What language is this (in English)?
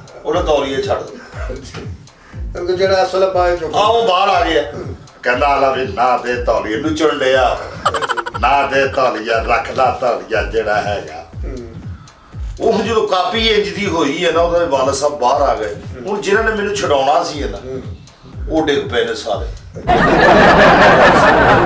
Punjabi